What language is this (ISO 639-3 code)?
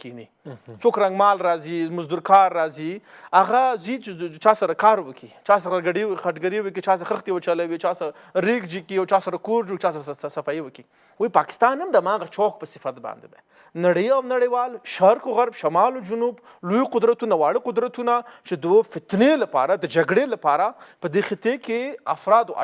pus